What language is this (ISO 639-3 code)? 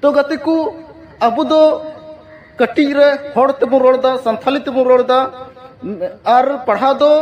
sat